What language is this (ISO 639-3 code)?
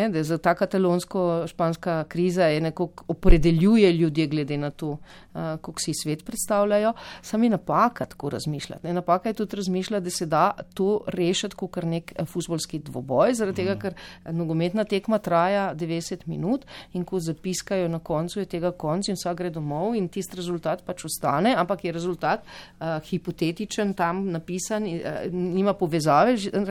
slv